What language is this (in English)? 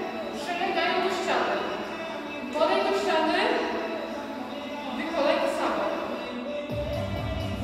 Polish